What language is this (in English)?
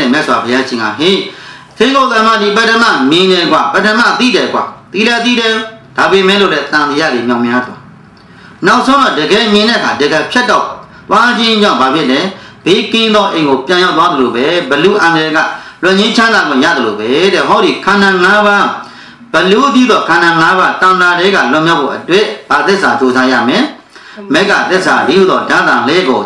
Burmese